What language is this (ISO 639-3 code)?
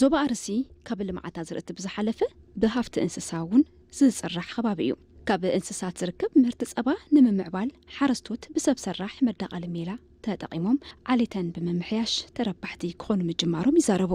tir